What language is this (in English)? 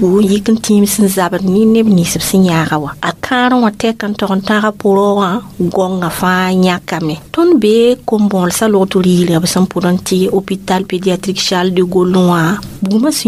Mossi